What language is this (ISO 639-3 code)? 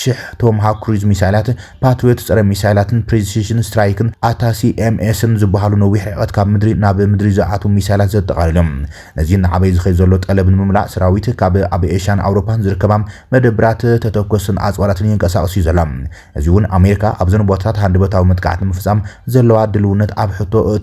tir